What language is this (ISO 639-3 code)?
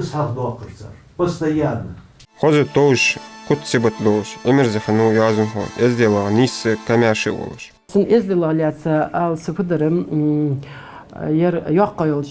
inh